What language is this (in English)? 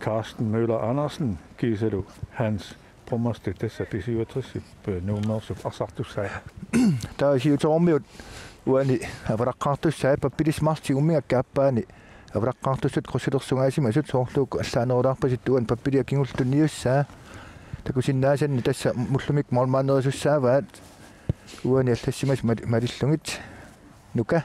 Kalaallisut